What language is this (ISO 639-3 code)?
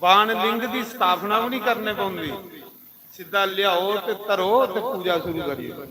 doi